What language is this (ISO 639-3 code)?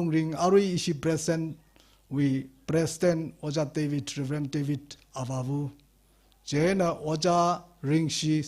nmf